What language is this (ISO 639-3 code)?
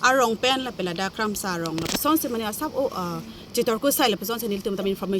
mjw